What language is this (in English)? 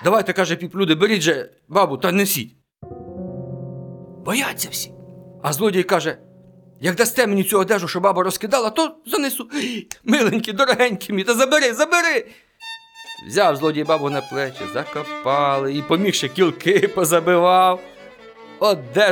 Ukrainian